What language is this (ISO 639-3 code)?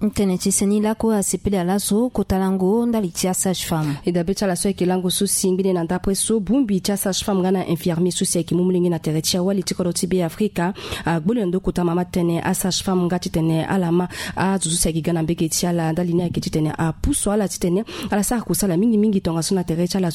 sag